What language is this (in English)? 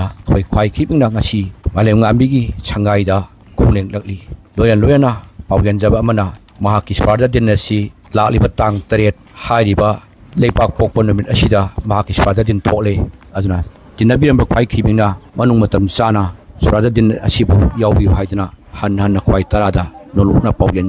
Manipuri